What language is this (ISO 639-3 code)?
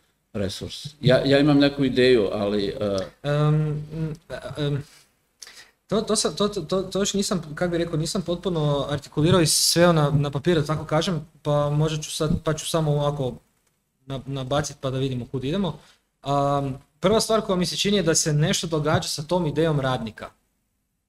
hrv